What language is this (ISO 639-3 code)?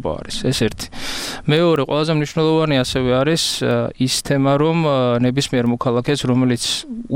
kat